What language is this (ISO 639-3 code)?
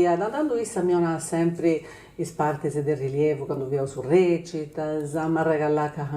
srd